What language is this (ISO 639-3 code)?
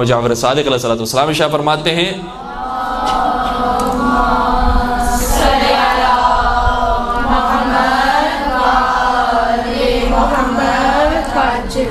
urd